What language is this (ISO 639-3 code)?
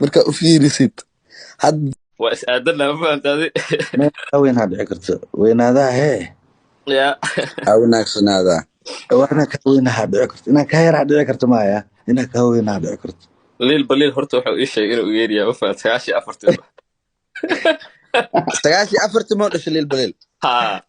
som